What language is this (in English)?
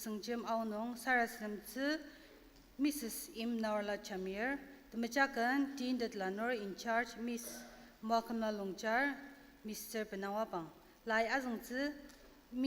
Ao Naga